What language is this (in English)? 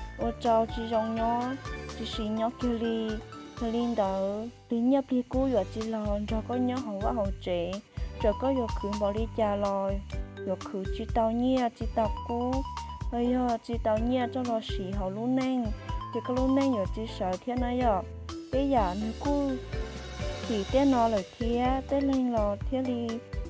Hmong